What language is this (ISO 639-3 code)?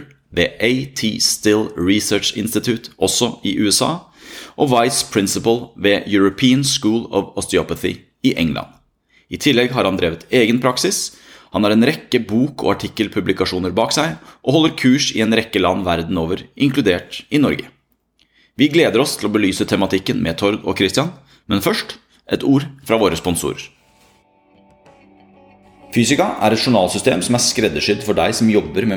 nor